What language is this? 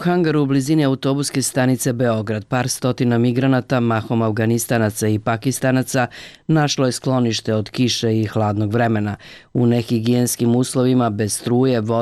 Serbian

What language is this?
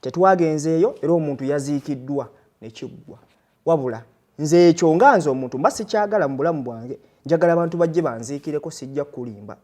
Ganda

